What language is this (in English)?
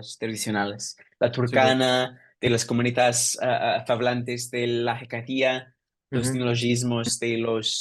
Ladino